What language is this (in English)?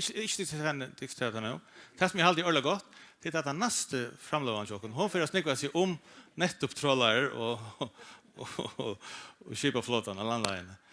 Faroese